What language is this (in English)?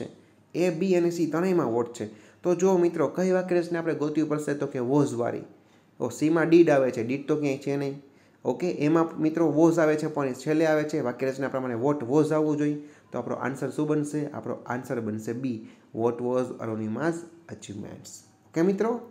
Gujarati